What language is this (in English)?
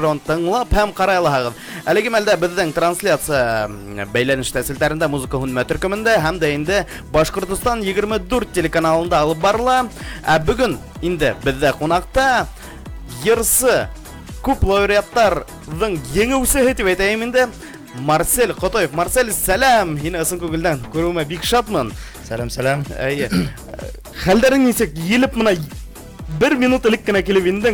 Bashkir